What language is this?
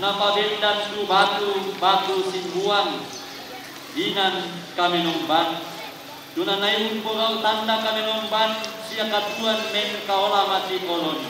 Toraja-Sa'dan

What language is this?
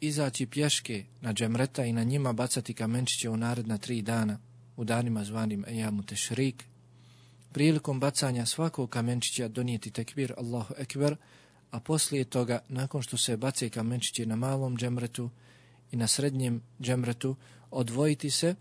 Bosnian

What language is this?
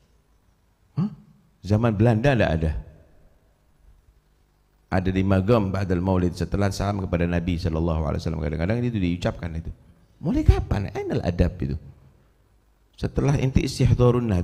Indonesian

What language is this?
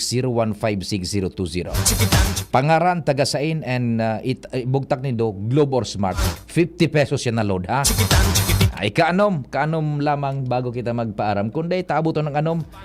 Bikol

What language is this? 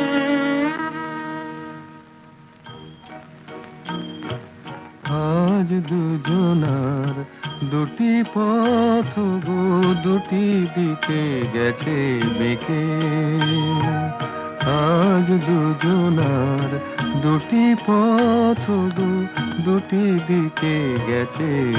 Bangla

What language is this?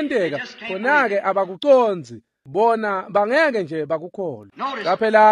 Swati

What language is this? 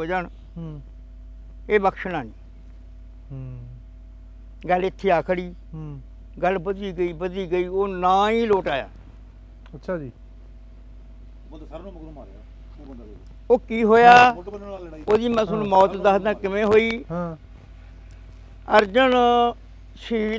Punjabi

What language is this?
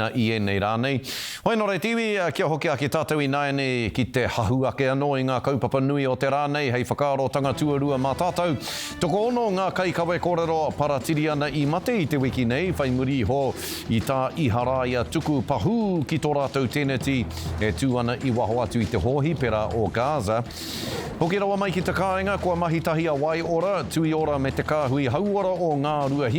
Māori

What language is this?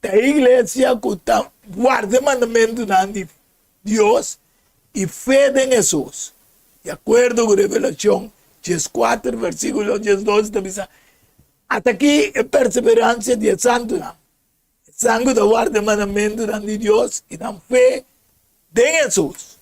Papiamento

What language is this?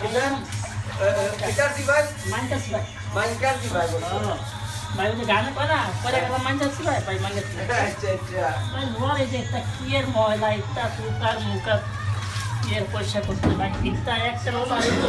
Sylheti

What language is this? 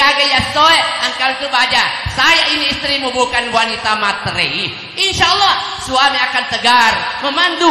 Buginese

